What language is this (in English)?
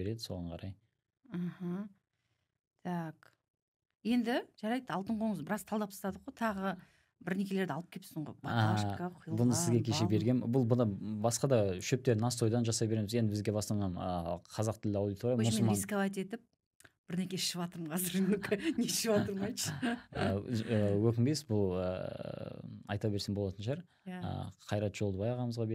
Kazakh